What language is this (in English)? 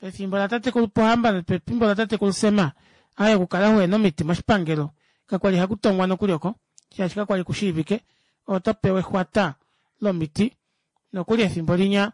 Kuanyama